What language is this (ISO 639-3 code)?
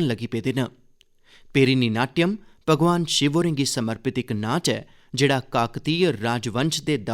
doi